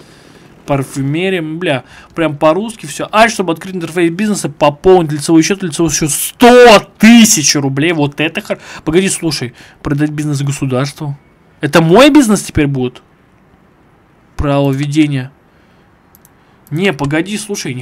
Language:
Russian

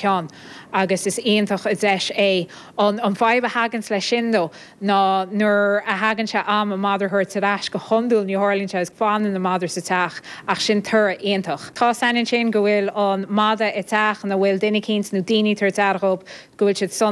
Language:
Irish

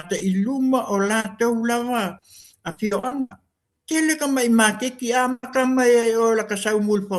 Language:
Samoan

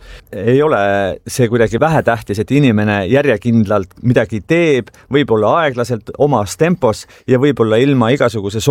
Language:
Estonian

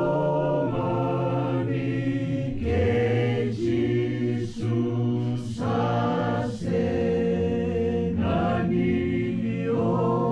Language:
Fijian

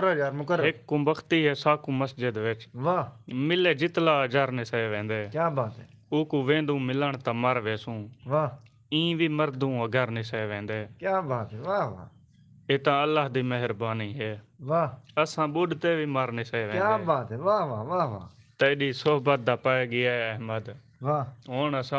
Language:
Saraiki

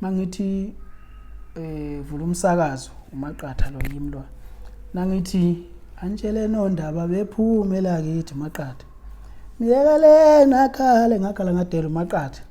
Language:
Zulu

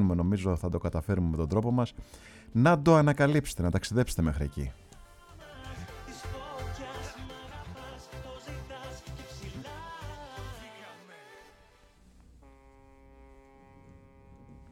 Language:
Greek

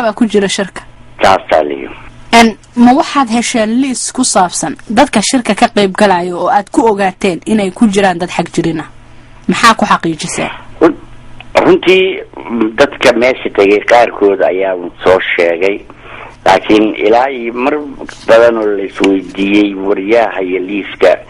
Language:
Somali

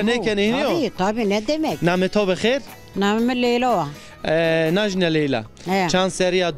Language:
Zaza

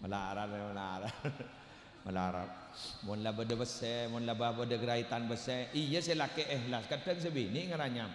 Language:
Madurese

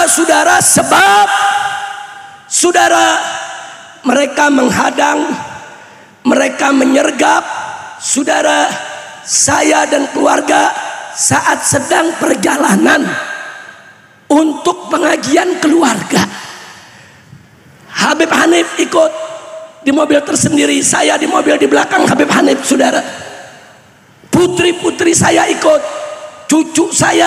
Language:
Indonesian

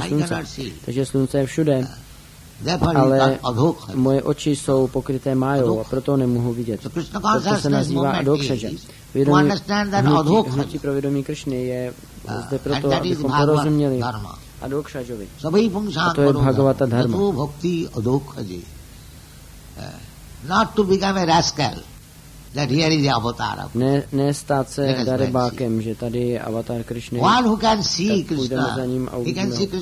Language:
Czech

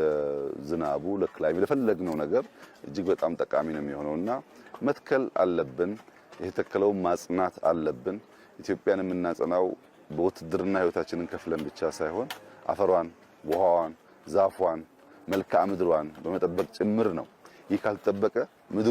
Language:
Amharic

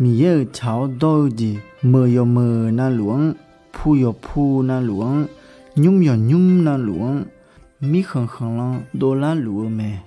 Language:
Akha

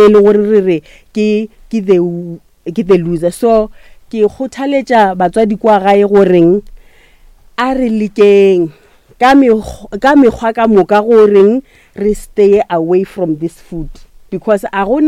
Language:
Northern Sotho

